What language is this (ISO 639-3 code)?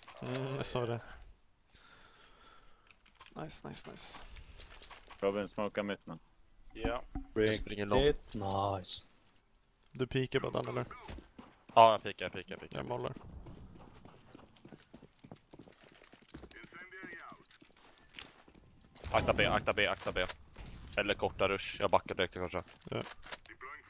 swe